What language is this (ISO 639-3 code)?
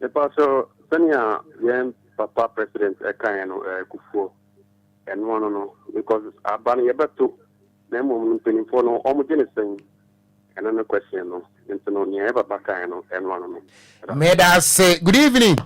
aka